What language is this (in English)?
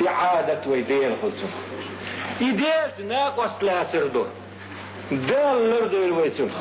Chechen